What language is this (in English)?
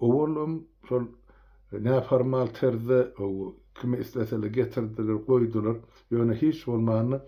Turkmen